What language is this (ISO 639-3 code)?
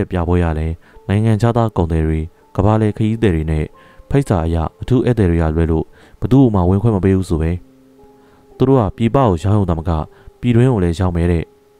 mya